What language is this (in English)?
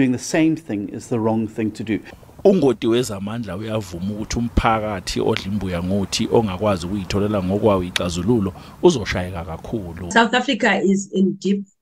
Zulu